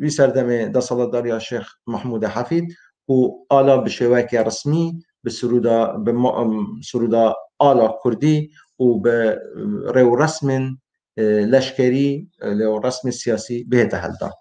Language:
Kurdish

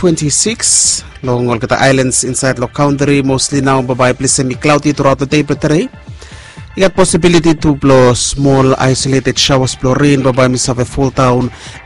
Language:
Bislama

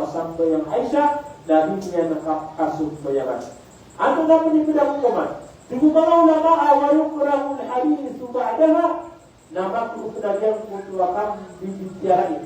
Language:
Maranao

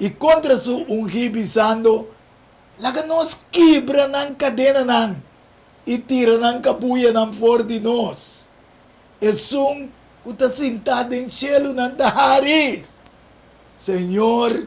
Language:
Papiamento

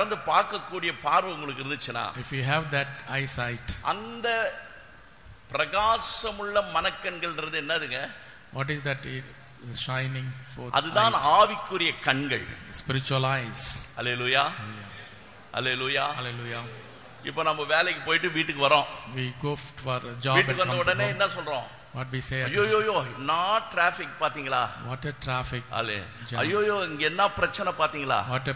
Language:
Tamil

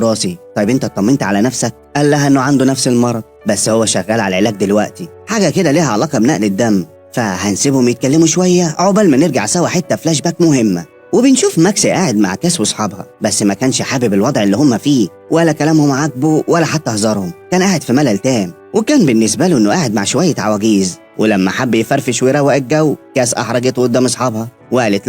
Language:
Egyptian Arabic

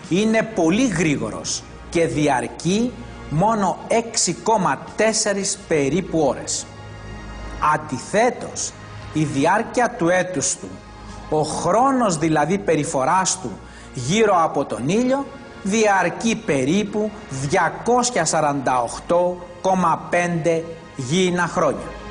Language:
Greek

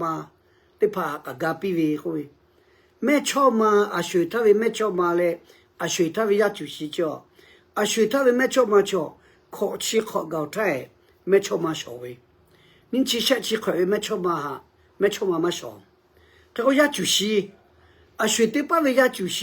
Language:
Lahu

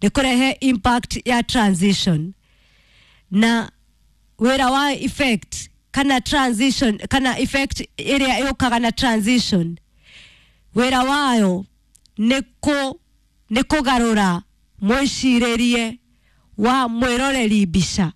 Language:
Kikuyu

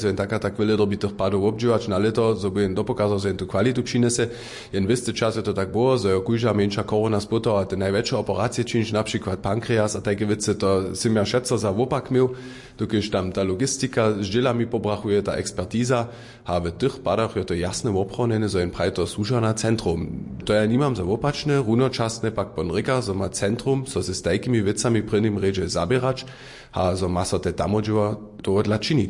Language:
Upper Sorbian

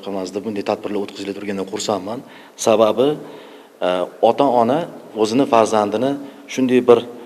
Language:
Uzbek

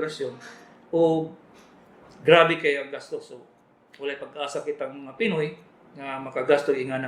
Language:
Cebuano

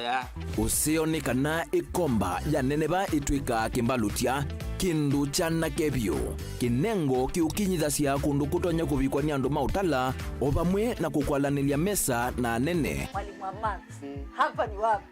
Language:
Kamba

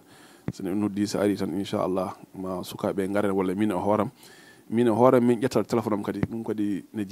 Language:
Fula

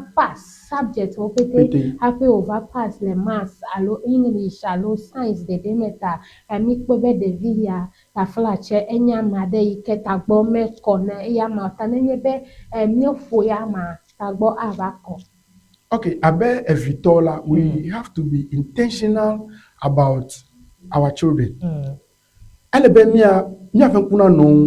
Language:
Ewe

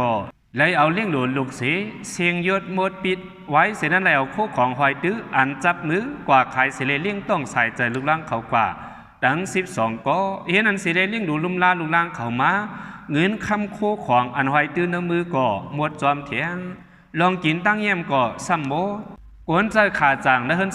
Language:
Shan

